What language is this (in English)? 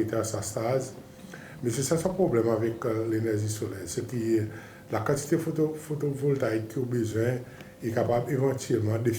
Seselwa Creole French